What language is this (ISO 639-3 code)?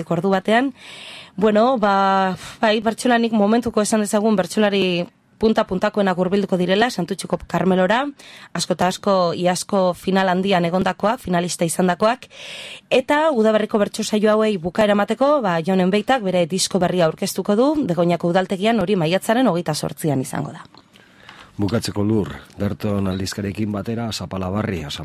eus